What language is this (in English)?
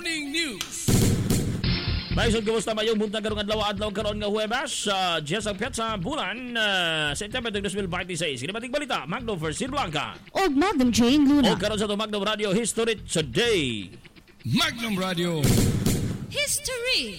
Cebuano